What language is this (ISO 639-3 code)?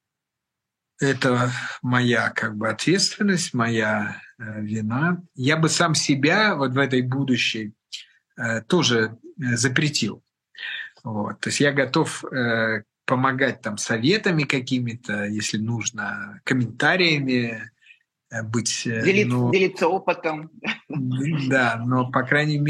rus